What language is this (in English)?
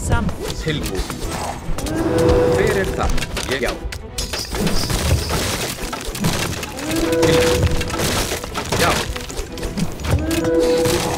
Icelandic